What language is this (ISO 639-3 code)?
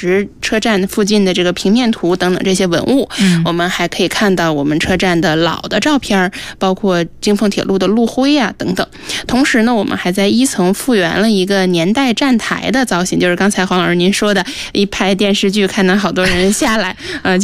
zho